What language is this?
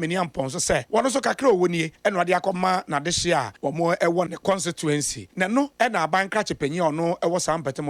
Akan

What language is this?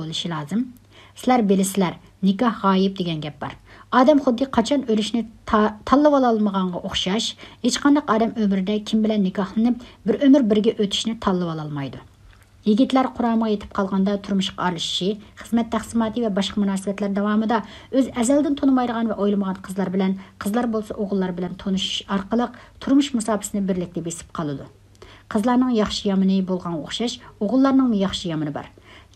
Uyghur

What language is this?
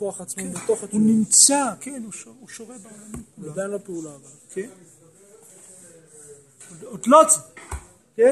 Hebrew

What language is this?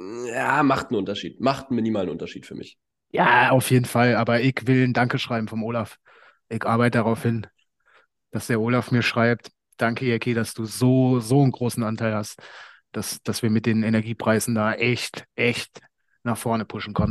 German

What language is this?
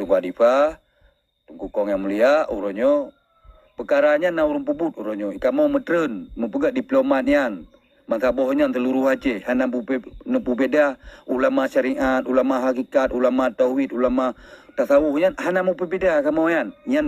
Achinese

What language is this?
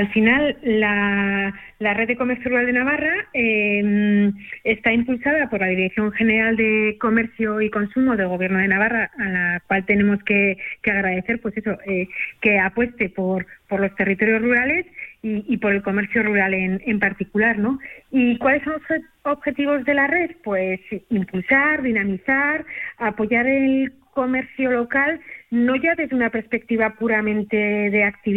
Spanish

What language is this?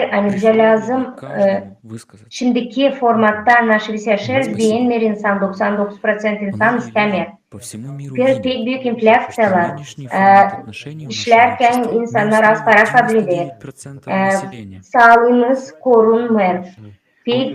Gagauz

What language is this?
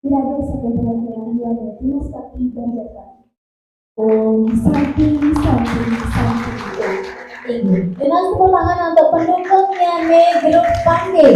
Balinese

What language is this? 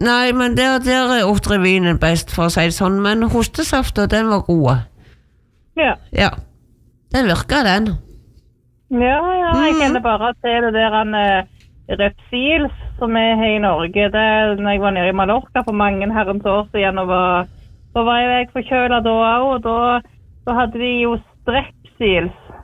Norwegian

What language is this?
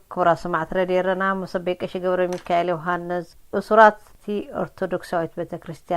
Tigrinya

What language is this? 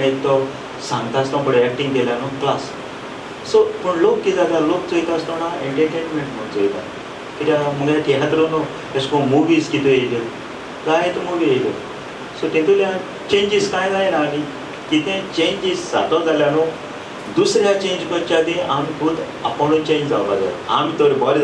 Konkani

